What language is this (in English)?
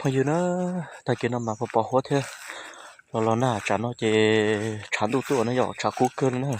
Hmong